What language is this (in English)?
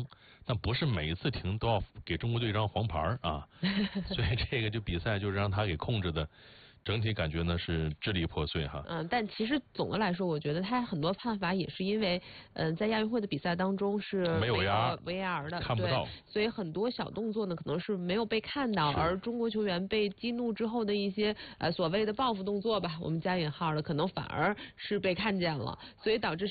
Chinese